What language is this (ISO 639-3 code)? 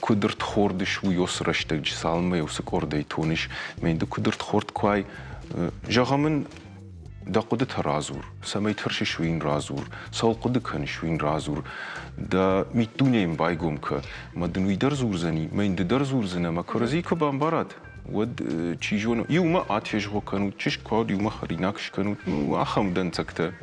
oss